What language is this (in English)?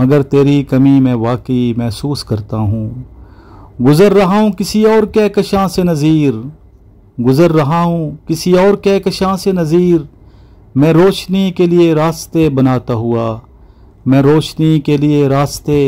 Urdu